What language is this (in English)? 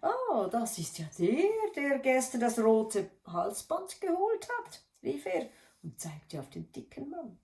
Swiss German